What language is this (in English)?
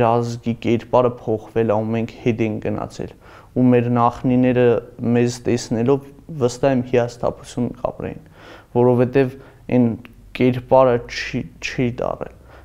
Armenian